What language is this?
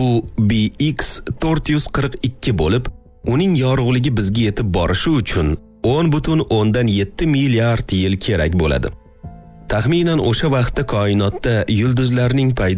Uzbek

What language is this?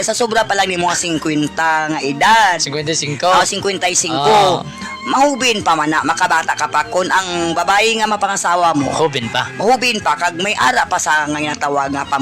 Hiligaynon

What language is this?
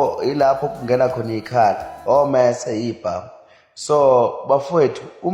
Zulu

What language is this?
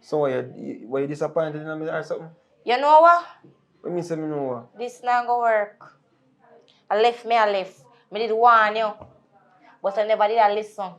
Jamaican Creole English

